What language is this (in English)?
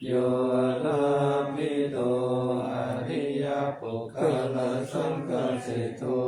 Pali